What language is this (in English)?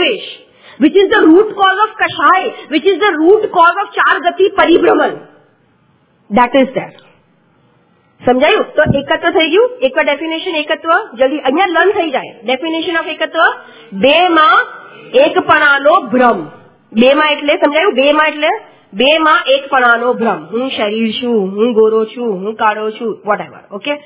Gujarati